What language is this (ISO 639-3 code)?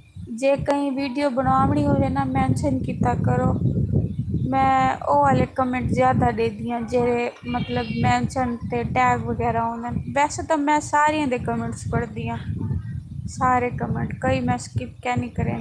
skr